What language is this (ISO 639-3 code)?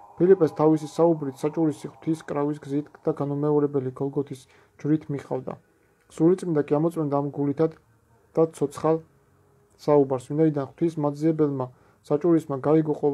kat